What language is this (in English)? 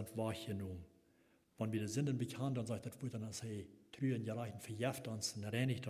Plautdietsch